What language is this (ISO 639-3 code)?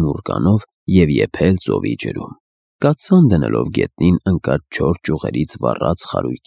hye